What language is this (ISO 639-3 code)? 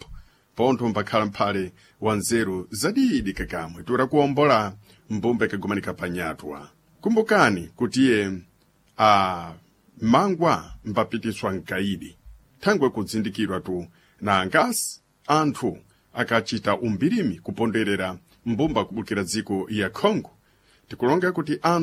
seh